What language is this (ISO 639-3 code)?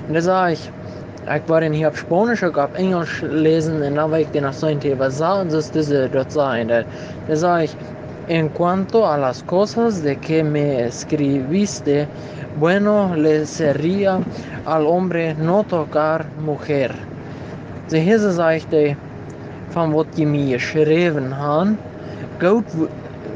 pdt